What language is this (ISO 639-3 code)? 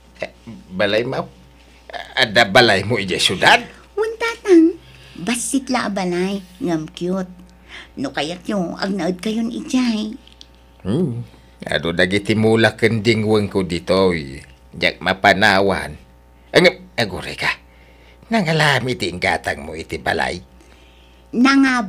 ilo